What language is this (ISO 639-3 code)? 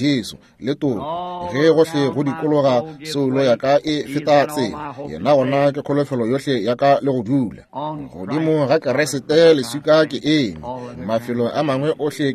nso